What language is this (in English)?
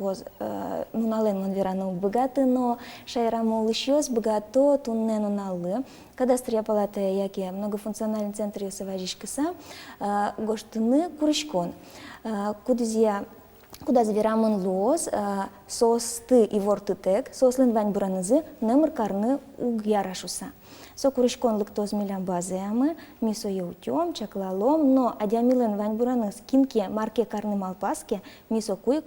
Udmurt